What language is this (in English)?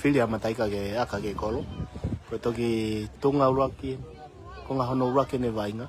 Tongan